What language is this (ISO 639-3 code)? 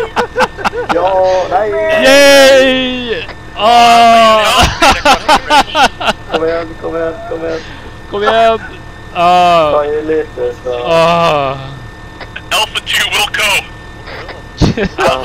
swe